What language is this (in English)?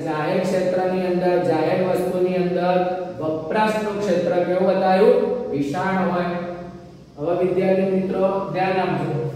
Gujarati